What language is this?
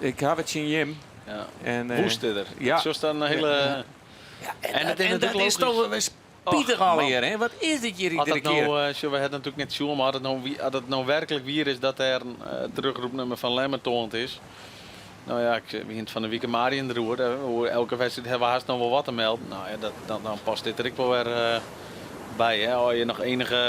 Western Frisian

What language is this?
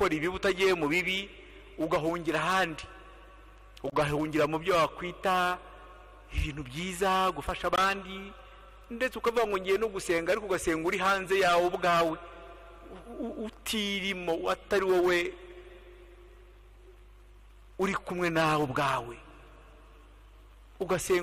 Kinyarwanda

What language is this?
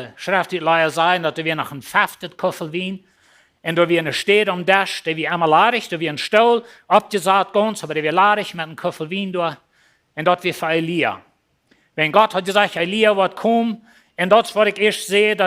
Plautdietsch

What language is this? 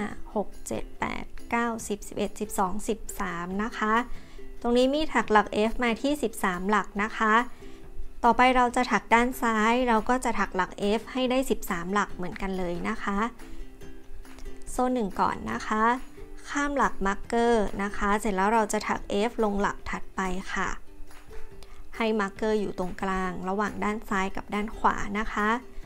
Thai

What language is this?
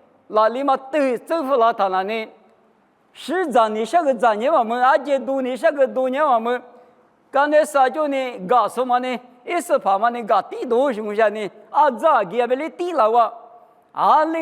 Lisu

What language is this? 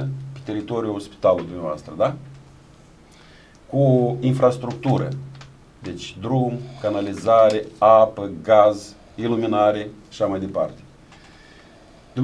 Romanian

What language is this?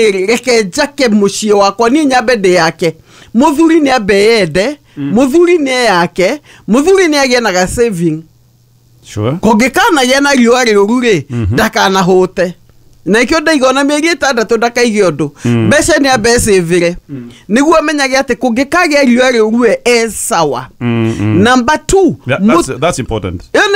Kikuyu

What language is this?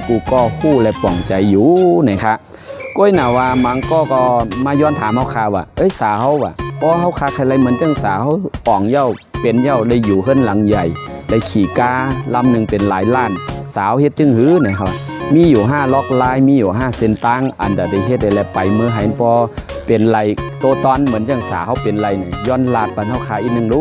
Shan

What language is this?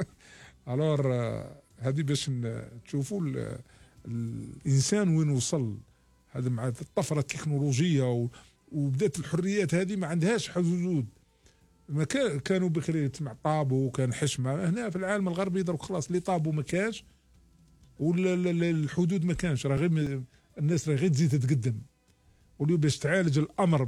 Algerian Arabic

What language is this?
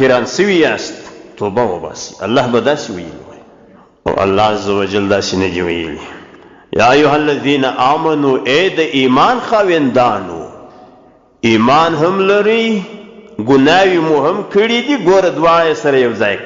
Pashto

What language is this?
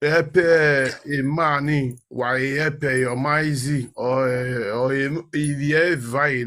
Nigerian Pidgin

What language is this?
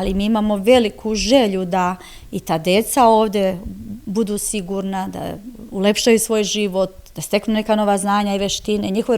Serbian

